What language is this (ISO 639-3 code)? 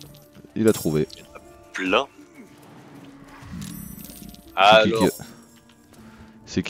fra